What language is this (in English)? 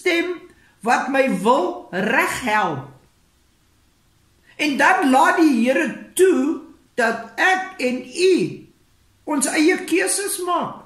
Afrikaans